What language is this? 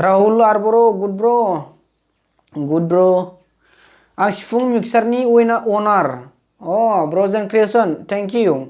Bodo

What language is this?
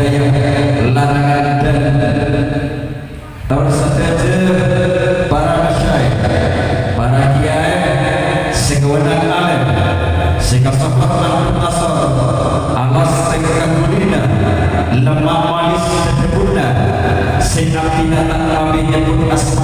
Madurese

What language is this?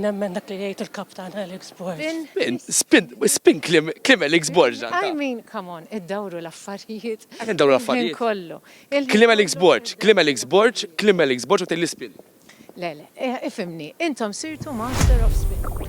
Maltese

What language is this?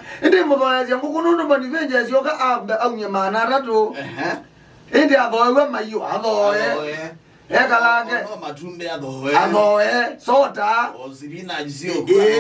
Kamba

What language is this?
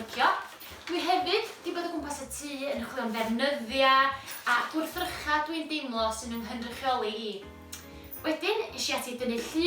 Welsh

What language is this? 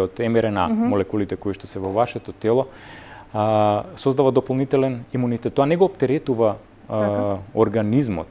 Macedonian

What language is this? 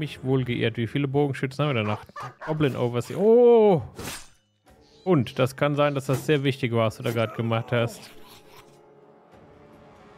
German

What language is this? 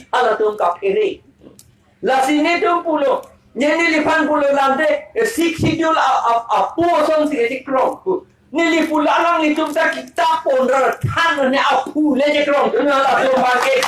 Karbi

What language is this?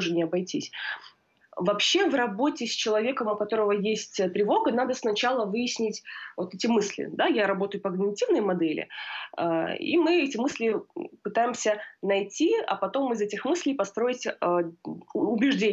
Russian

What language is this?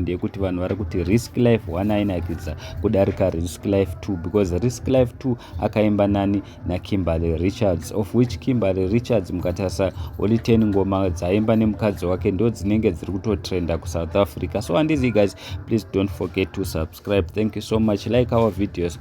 Shona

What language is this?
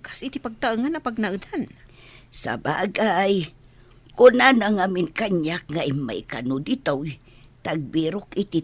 Iloko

